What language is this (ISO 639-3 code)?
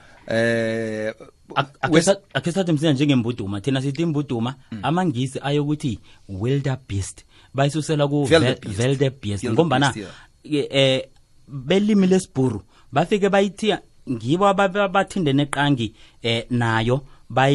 nbl